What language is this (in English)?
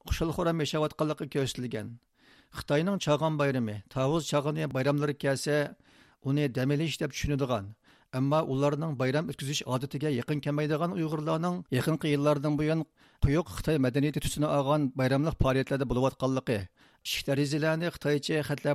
Uyghur